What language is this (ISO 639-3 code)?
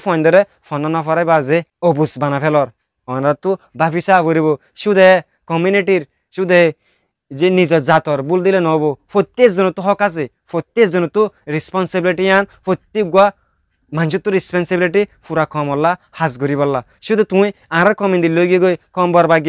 rhg